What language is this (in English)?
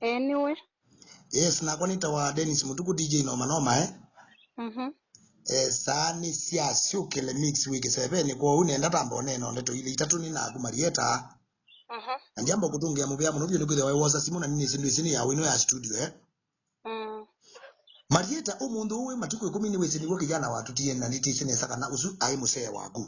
Kamba